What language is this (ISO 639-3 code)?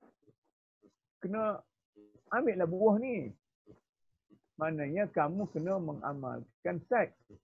msa